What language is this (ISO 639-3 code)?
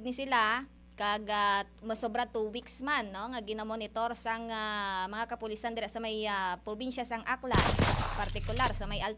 hil